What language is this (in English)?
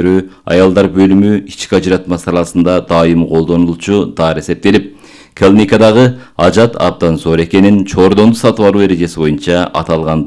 Kyrgyz